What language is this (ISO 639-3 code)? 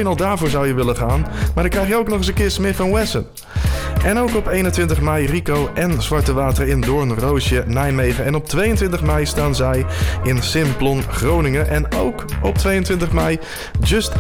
nld